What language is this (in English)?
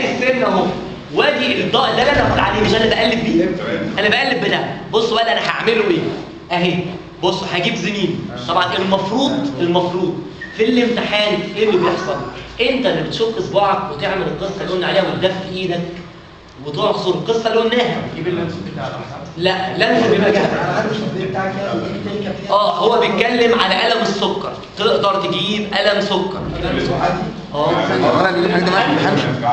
Egyptian Arabic